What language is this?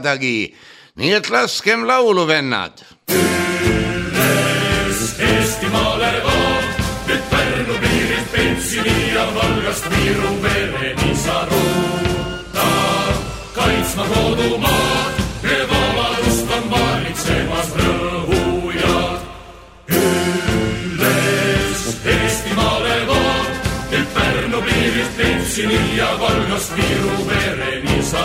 Estonian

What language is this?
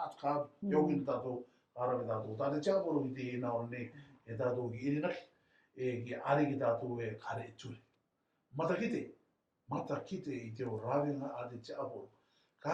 Rarotongan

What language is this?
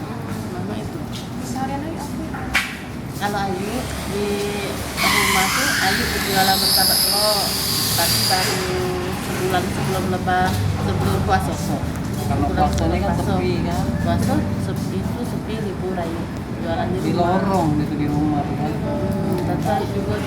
Musi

